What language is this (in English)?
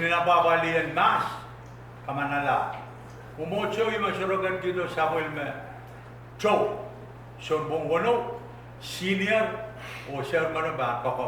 Pohnpeian